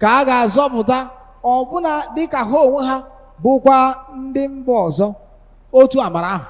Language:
Igbo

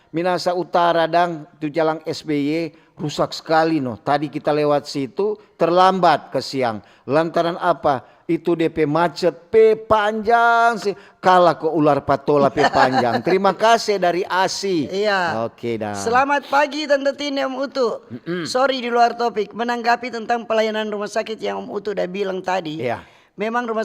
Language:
Manado Malay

